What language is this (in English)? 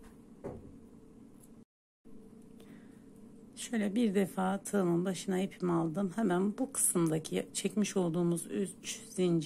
Turkish